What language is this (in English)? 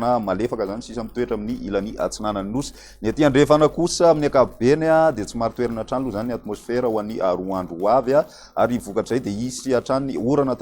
Malagasy